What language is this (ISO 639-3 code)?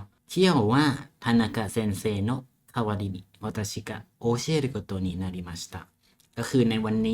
lao